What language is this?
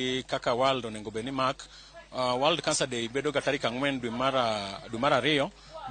Luo (Kenya and Tanzania)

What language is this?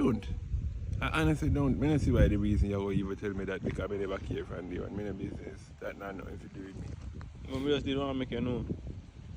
Jamaican Creole English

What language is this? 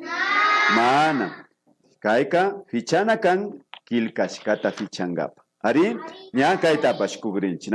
Imbabura Highland Quichua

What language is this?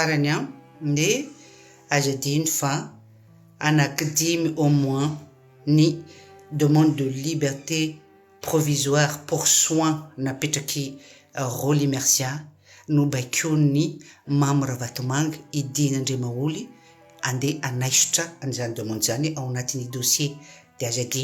Malagasy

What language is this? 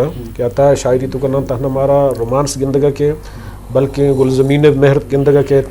Eastern Balochi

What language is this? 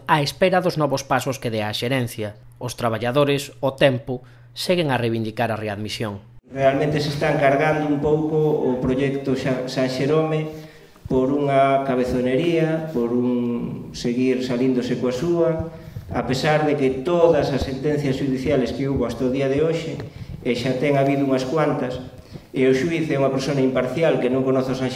Galician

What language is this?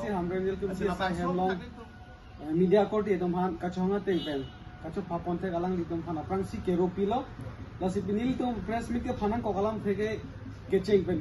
Karbi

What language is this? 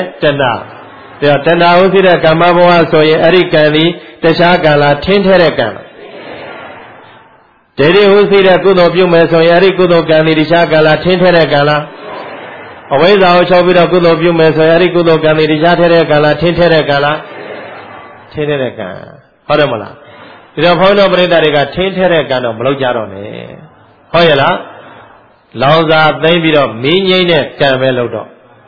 Burmese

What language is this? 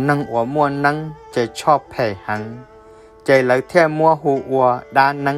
Hmong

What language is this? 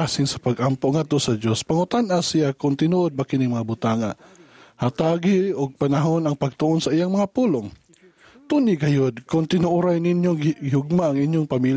Cebuano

